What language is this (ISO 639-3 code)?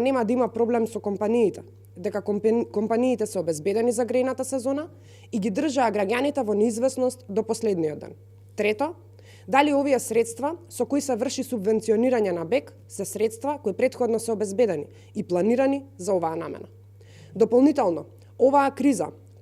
mkd